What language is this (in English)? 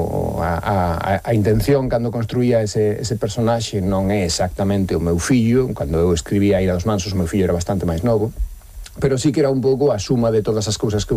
Galician